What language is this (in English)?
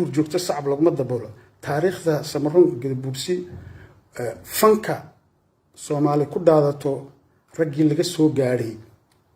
Somali